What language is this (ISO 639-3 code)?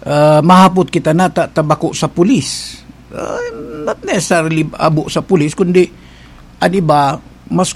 bik